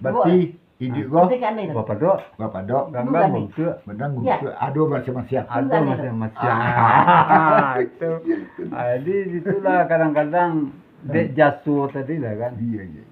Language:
Minangkabau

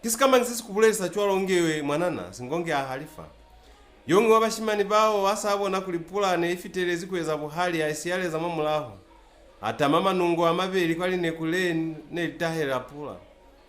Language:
Lozi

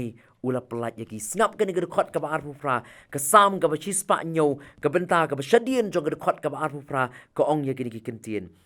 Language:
Khasi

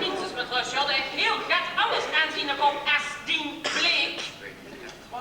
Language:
Limburgish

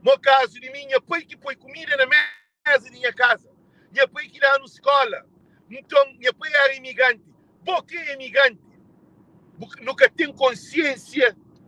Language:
Kabuverdianu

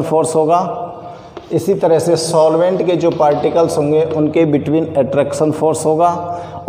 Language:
Hindi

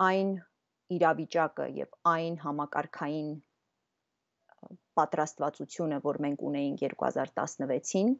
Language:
Armenian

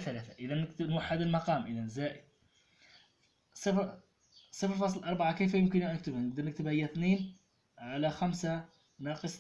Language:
Algerian Arabic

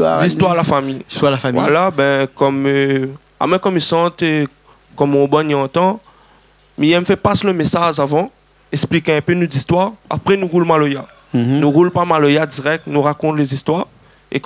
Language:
Réunion Creole French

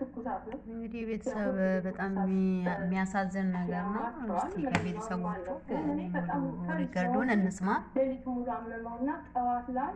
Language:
Amharic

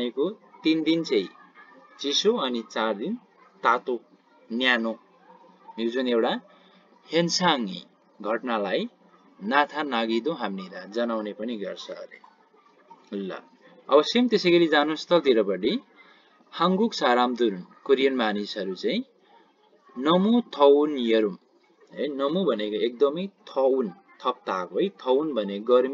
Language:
Nepali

